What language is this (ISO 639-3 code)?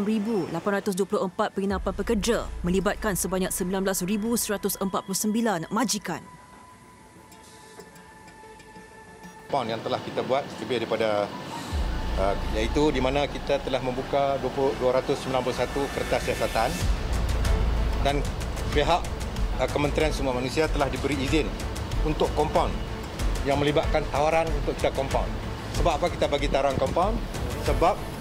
msa